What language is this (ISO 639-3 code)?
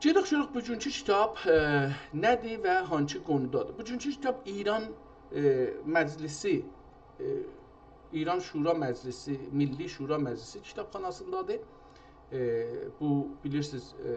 azb